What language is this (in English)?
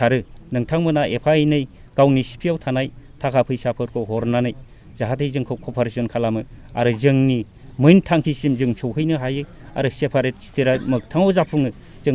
Bodo